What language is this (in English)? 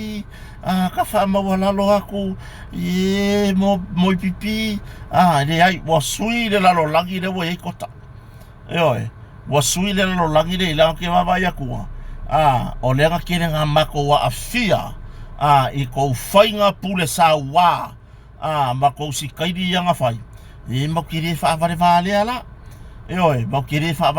Samoan